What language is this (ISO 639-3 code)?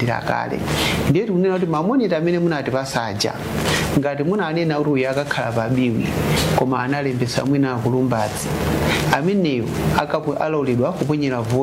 nya